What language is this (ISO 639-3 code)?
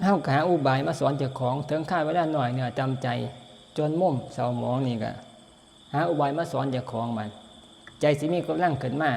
tts